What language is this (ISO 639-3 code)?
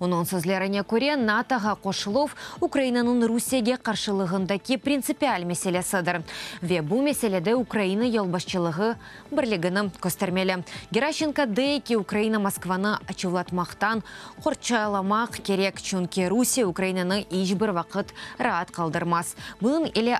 crh